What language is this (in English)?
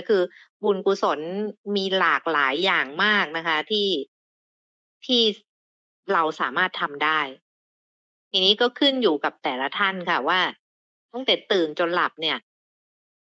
Thai